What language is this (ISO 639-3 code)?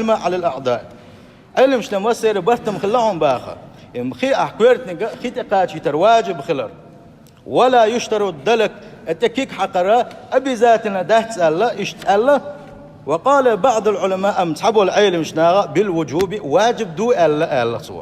che